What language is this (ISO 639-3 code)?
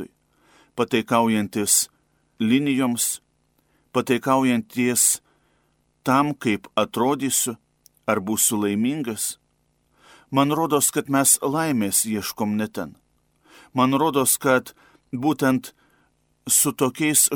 lit